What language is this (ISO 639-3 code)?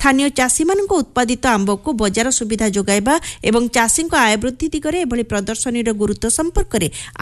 ori